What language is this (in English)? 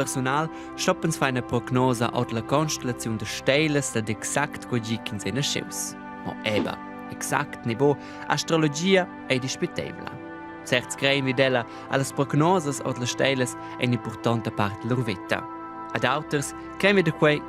Romansh